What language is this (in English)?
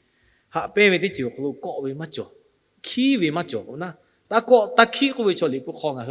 Lahu